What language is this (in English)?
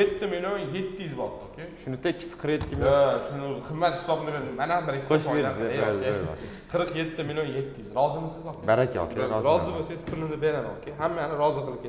Uzbek